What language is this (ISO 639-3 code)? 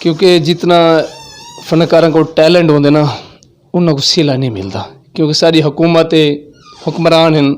skr